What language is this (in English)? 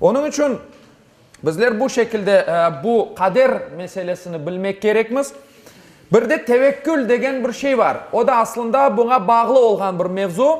Crimean Tatar